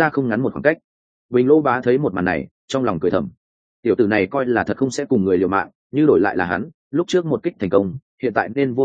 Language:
Vietnamese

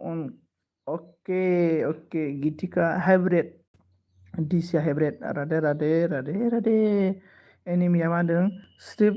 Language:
Bodo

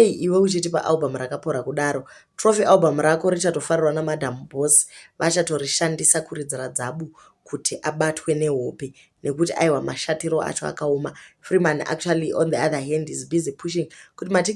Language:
Shona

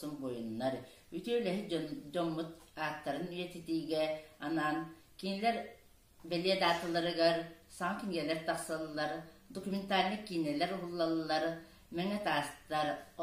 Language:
Yakut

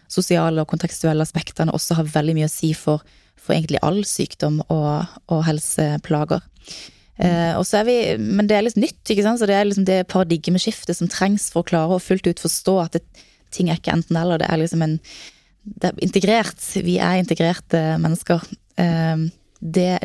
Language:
Norwegian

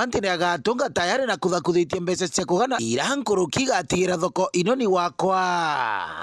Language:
Meru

